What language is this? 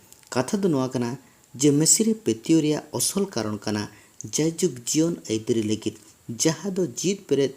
Santali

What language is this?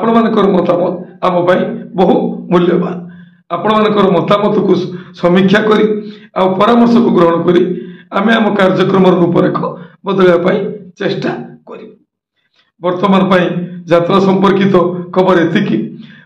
Odia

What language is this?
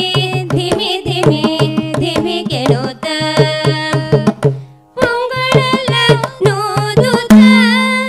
Kannada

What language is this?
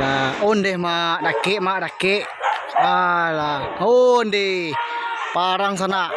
Minangkabau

